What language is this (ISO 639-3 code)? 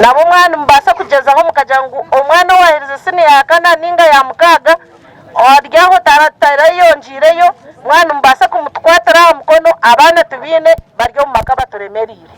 nyn